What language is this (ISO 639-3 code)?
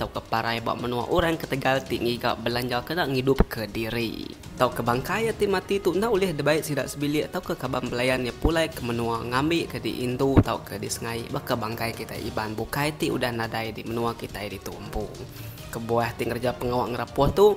iba